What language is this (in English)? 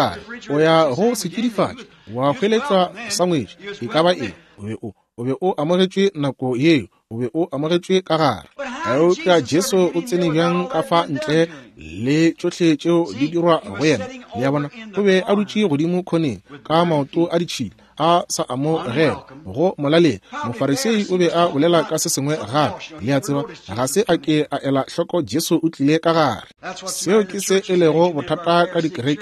Northern Sotho